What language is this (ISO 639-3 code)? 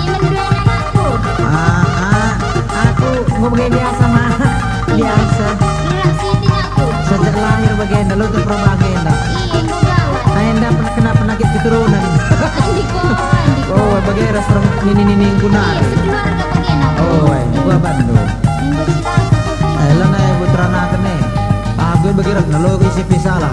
btx